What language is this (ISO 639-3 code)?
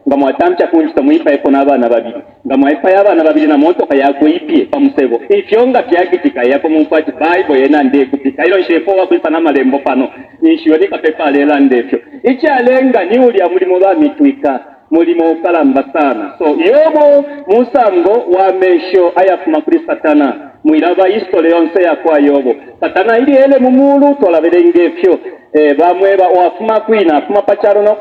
bem